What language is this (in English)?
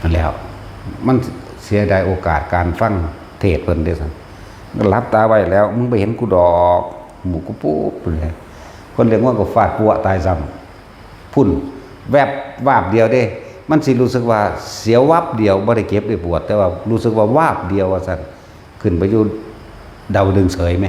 Northeastern Thai